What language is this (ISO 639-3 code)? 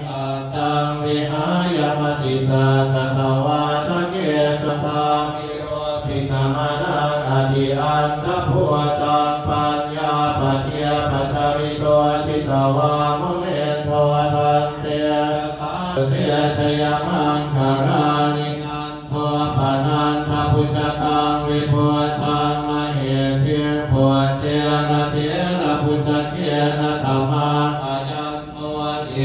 pli